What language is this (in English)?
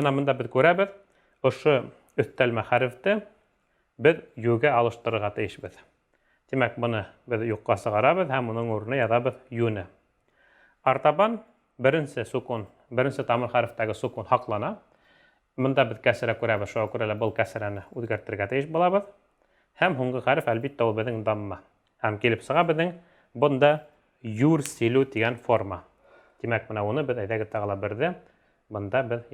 Bashkir